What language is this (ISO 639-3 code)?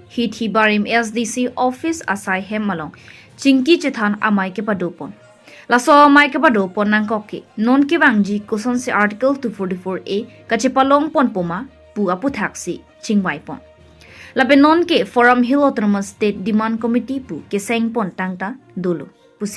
mjw